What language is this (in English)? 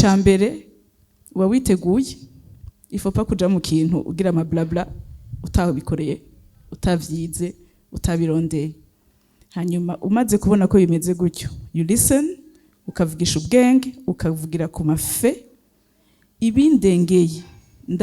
Rundi